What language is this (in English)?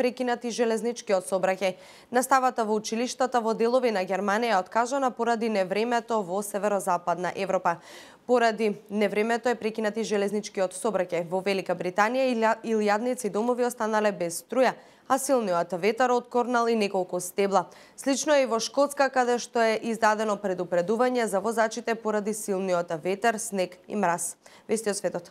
Macedonian